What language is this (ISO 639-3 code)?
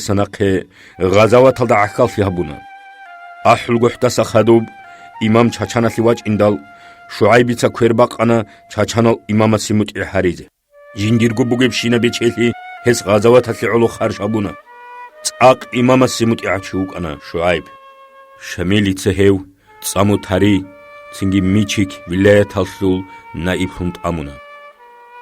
ava